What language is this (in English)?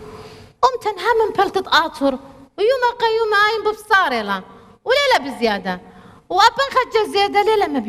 Assyrian Neo-Aramaic